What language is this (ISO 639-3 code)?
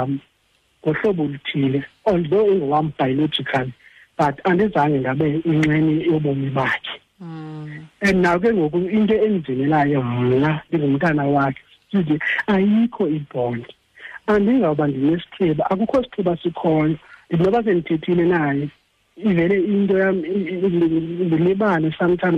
xho